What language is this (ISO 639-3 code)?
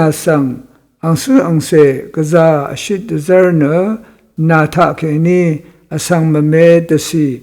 raw